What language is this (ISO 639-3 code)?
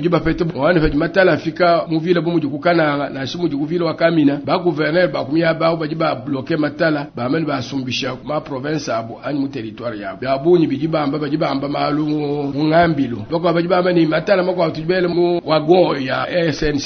lua